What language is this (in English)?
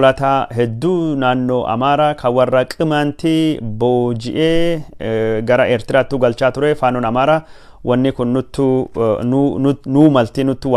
Oromo